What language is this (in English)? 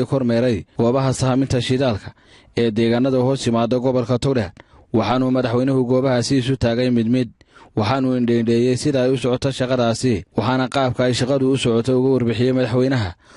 Somali